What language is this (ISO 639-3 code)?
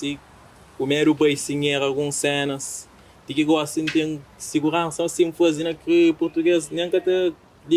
kea